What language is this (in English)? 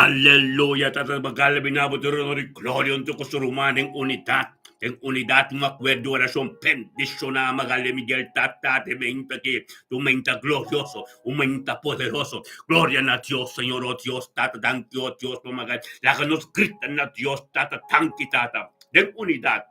Papiamento